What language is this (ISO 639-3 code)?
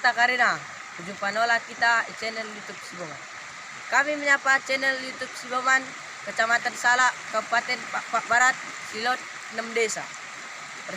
btd